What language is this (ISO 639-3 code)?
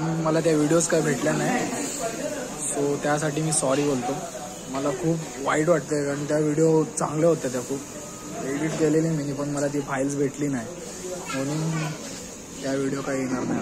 mar